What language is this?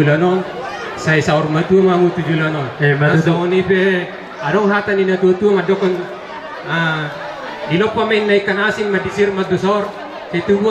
Batak Toba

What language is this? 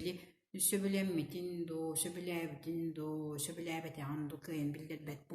Yakut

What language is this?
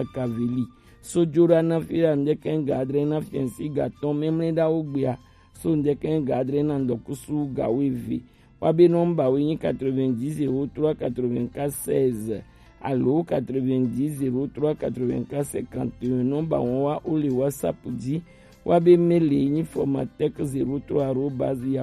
Gen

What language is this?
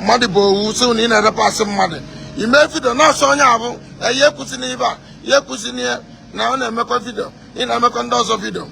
Igbo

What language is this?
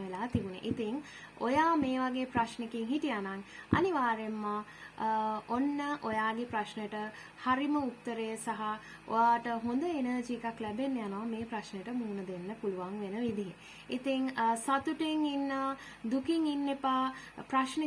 Sinhala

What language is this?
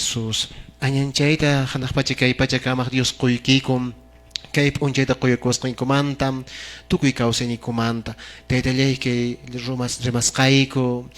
Quechua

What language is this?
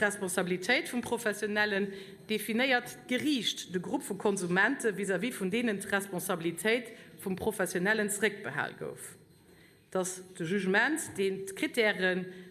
Luxembourgish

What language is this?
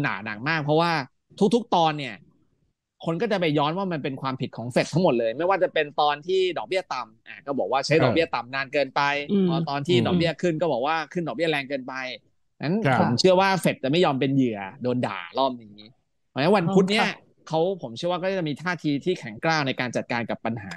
Thai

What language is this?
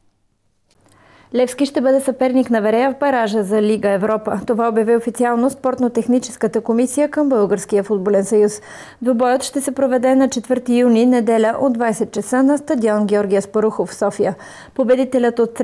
Bulgarian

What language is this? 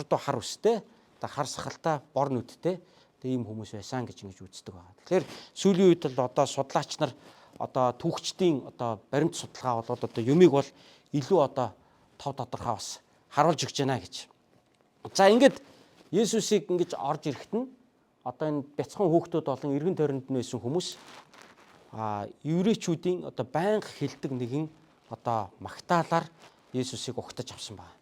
Mongolian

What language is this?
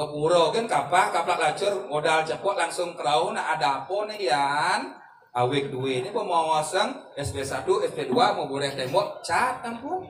Balinese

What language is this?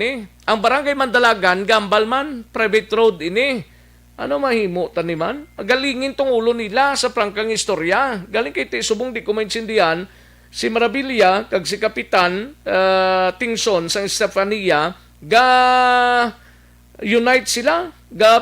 Hiligaynon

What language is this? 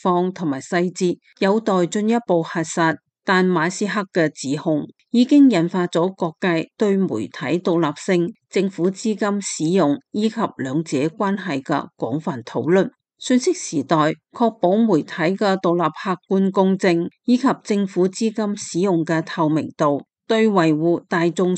Cantonese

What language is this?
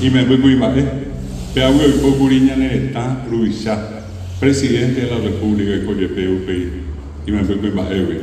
Guarani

